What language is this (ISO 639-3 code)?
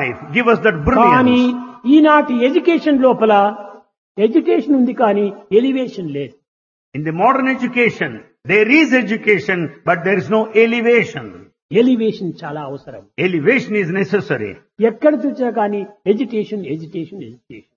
tel